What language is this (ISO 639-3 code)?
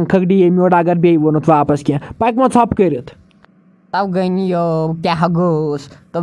kas